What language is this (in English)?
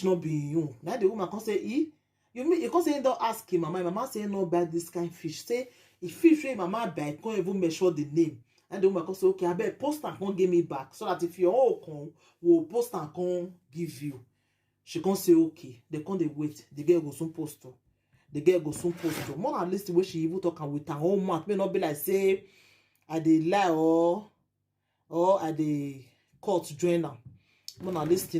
Nigerian Pidgin